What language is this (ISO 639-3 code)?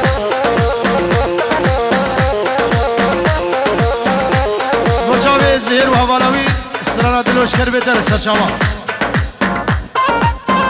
fas